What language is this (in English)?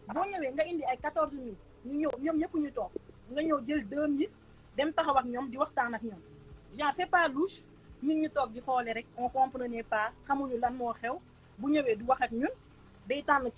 Wolof